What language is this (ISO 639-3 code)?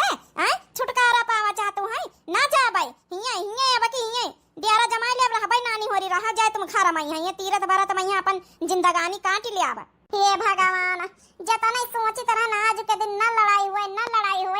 awa